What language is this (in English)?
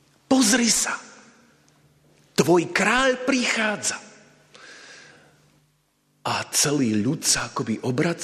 Slovak